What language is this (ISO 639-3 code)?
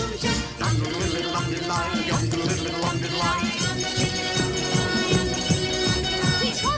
hun